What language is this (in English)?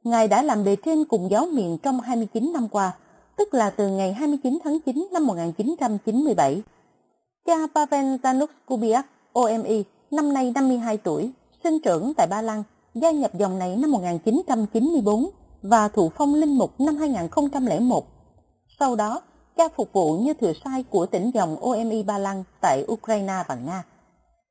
Vietnamese